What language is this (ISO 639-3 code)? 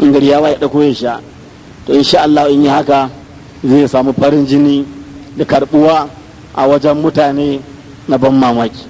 hau